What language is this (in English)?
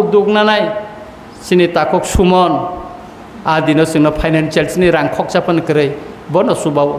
Kok Borok